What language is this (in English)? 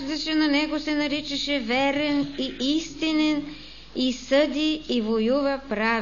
Bulgarian